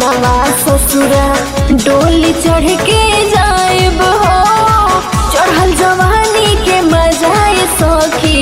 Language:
Bhojpuri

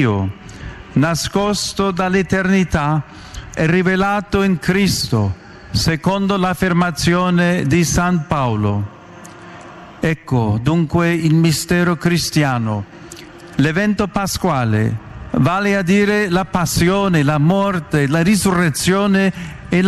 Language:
Italian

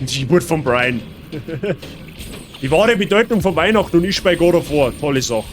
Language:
Bavarian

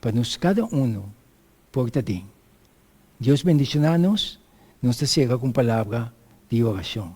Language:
Papiamento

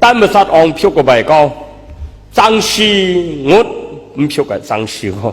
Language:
Kachin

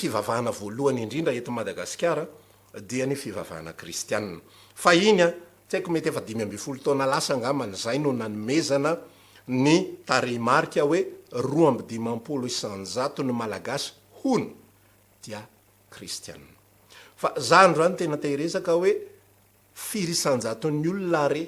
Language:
Malagasy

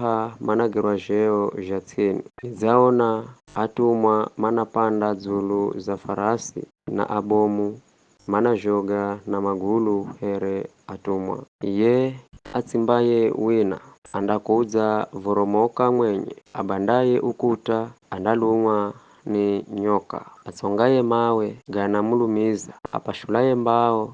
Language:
Giryama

